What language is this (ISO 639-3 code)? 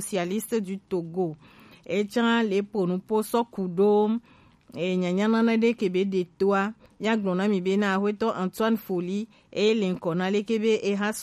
gej